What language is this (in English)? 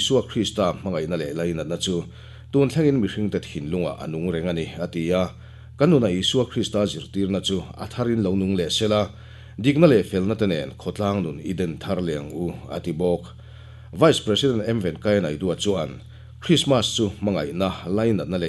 Mizo